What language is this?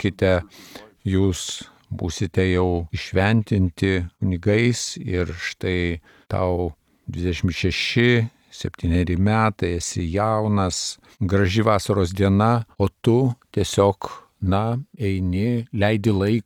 Lithuanian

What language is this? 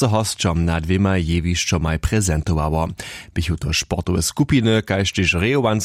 Upper Sorbian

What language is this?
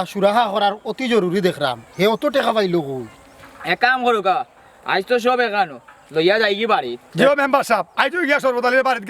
Sylheti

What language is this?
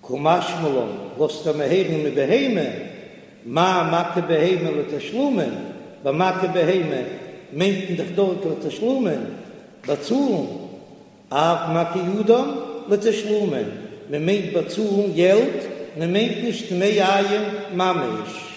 Yiddish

